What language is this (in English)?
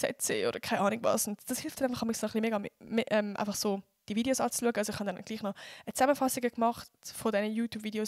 Swiss German